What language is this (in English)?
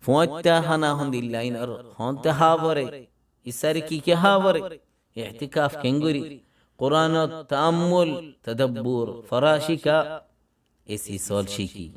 Rohingya